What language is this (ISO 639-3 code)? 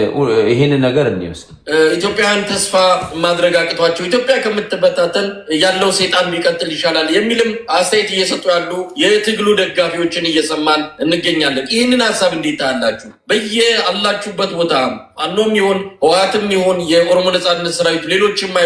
amh